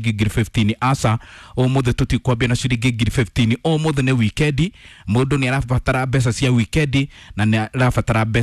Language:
Kikuyu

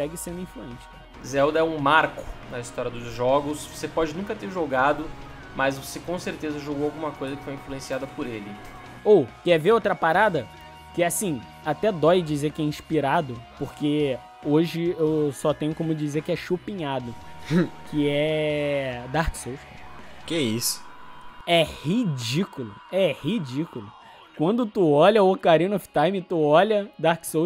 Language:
Portuguese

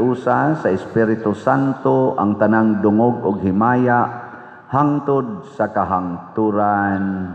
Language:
Cebuano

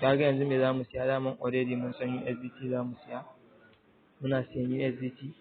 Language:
Hausa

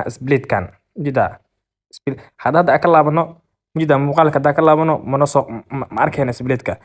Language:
Somali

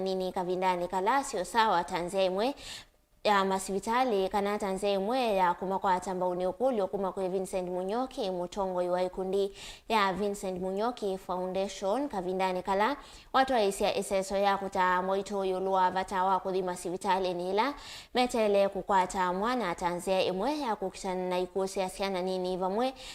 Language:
Kamba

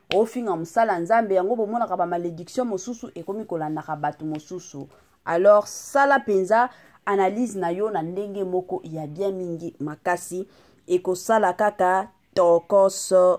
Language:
Lingala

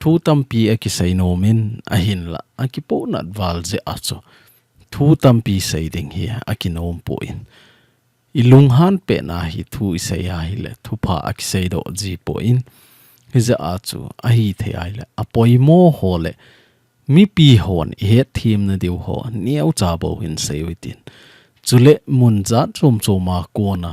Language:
Thado Chin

